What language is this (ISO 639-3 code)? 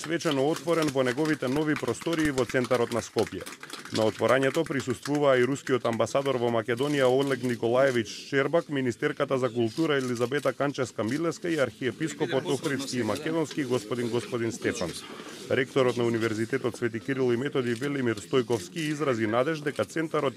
mkd